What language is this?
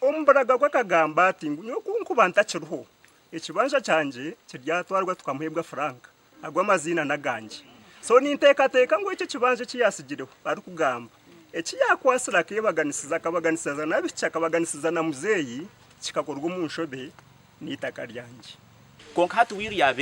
Nyankole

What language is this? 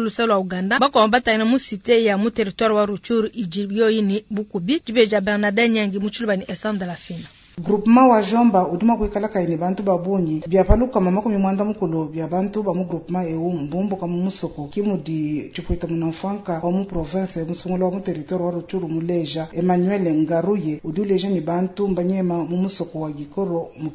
Luba-Lulua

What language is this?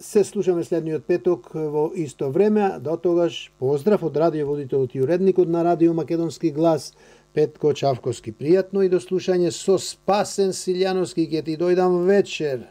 Macedonian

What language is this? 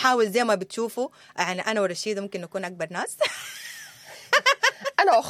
Sudanese Arabic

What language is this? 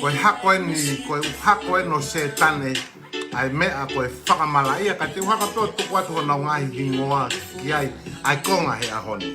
Tongan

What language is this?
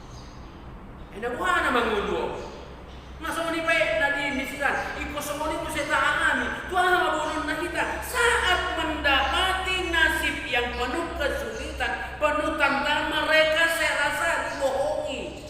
Batak Toba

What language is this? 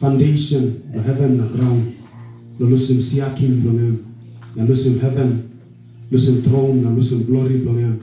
Tok Pisin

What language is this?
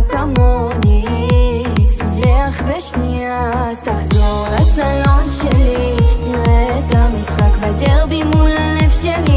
Hebrew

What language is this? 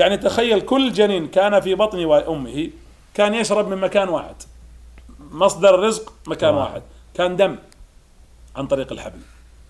Arabic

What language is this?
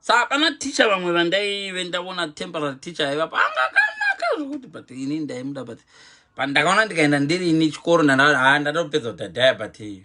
Shona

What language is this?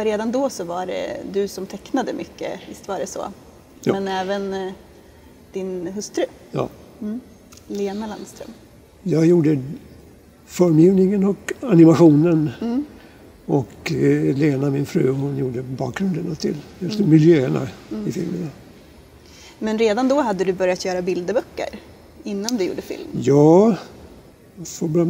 Swedish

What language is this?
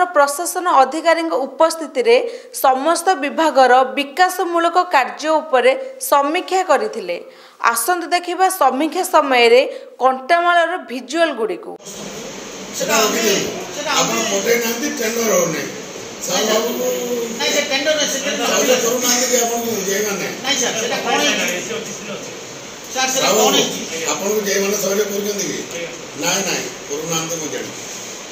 Odia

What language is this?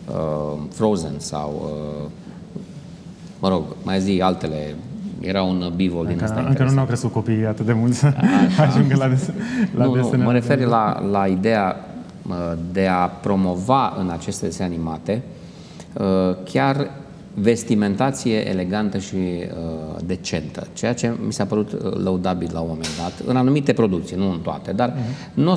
Romanian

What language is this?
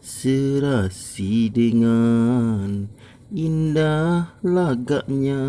Minangkabau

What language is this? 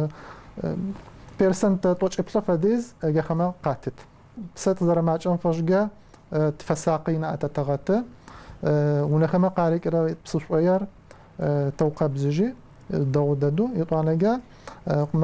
Adyghe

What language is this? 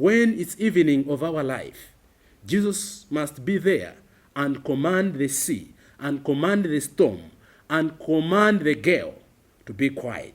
Nyanja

